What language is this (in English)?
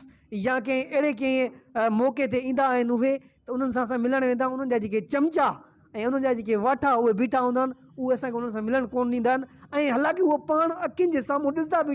Sindhi